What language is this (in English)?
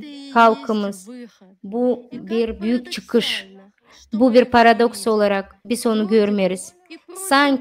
Gagauz